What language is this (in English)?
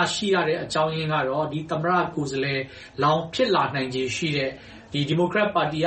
Burmese